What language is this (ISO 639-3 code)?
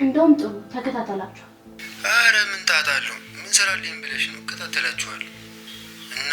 amh